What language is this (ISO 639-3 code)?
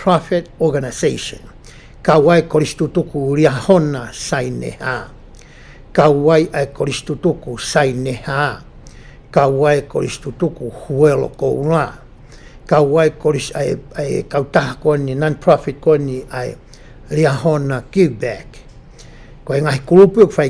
ton